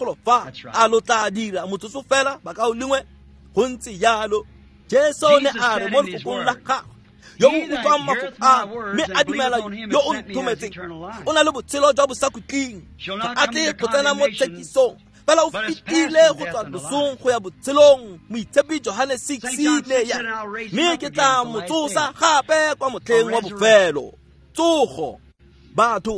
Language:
Tswana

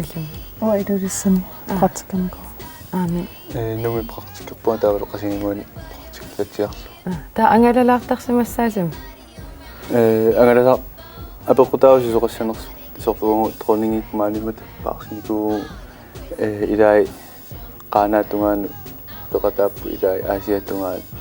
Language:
Kalaallisut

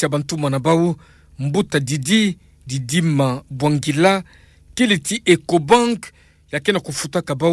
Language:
Kituba (Democratic Republic of Congo)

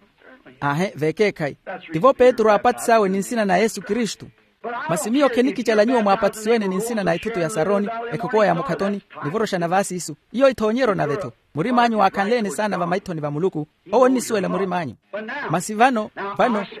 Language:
Makhuwa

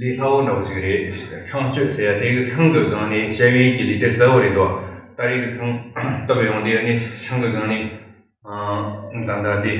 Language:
Tibetan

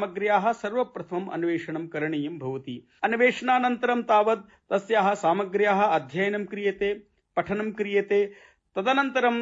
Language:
Sanskrit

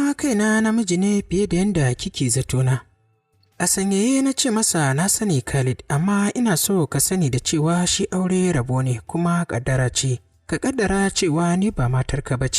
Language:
Hausa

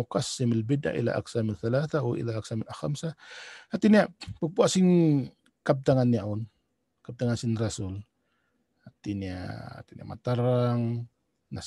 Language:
Tausug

